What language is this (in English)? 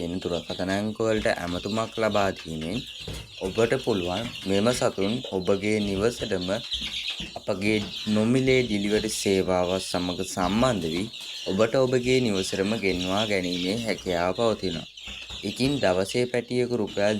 Sinhala